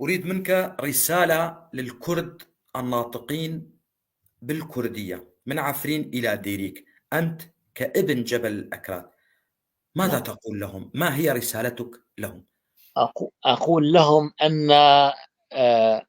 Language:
North Levantine Arabic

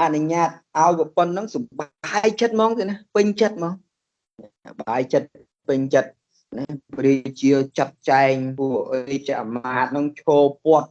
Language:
Khmer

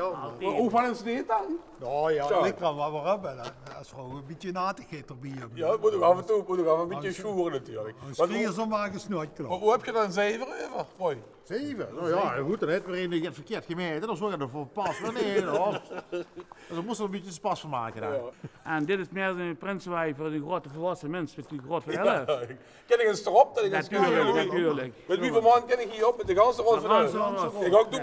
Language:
Limburgish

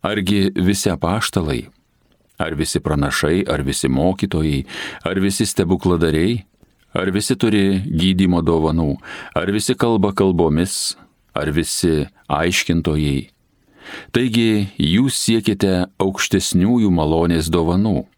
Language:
Lithuanian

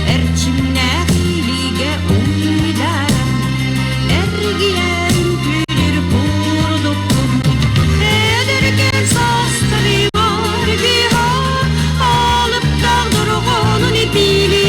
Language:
Yakut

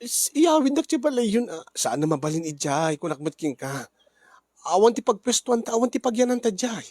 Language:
Iloko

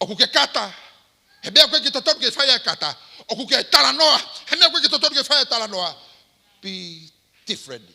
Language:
Tongan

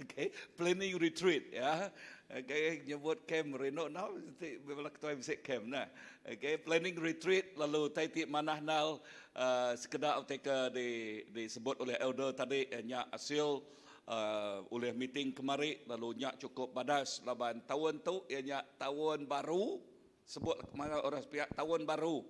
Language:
Iban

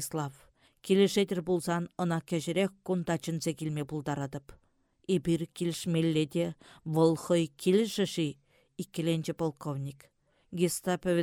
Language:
Chuvash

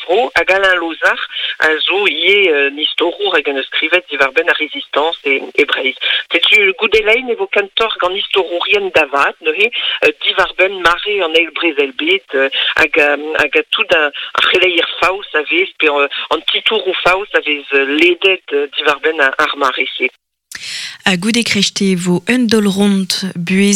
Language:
Breton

